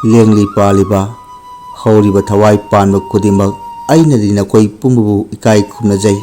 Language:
Manipuri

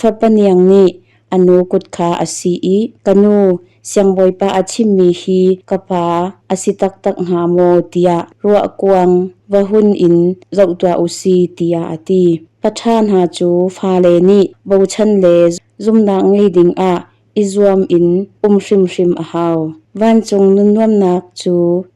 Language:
Hakha Chin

